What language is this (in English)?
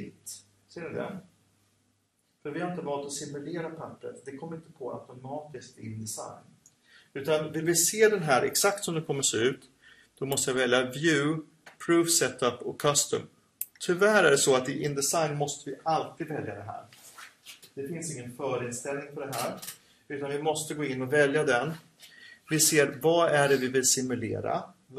Swedish